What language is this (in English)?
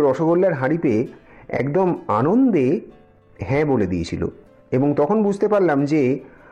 Bangla